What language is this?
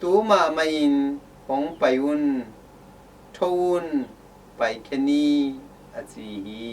Tedim Chin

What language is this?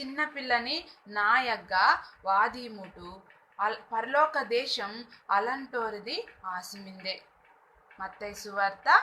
Koya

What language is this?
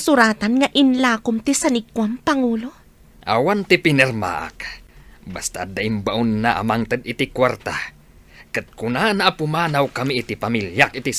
Iloko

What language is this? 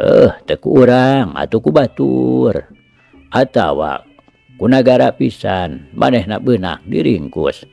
Sundanese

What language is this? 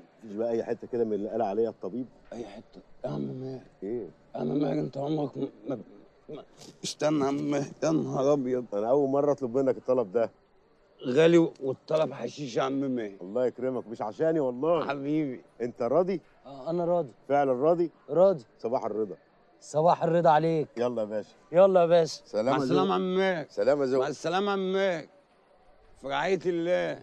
Egyptian Arabic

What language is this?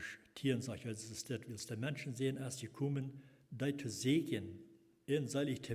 Plautdietsch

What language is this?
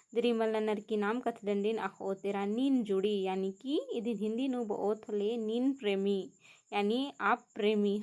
Kurukh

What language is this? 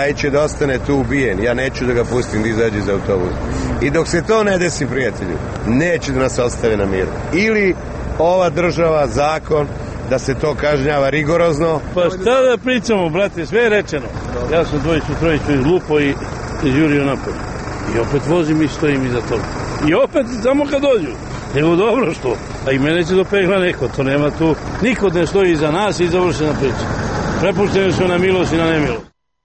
Serbian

